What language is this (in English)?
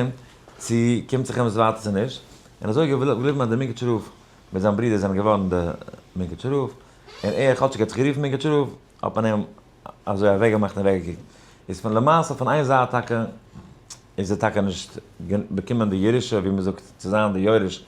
Yiddish